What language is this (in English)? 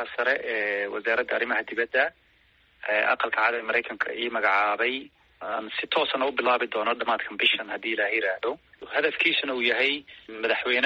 Somali